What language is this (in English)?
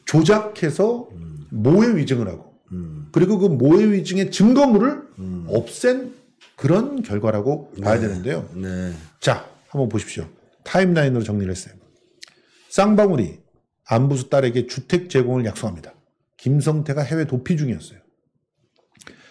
Korean